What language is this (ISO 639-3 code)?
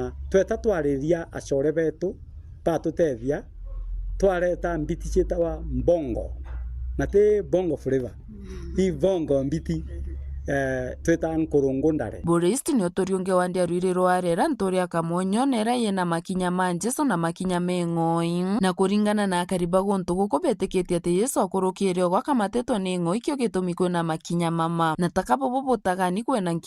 mer